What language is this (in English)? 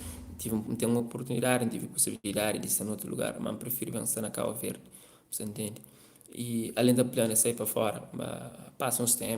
Kabuverdianu